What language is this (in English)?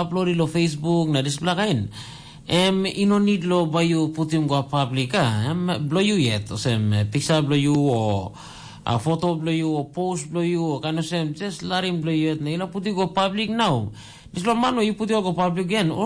Tok Pisin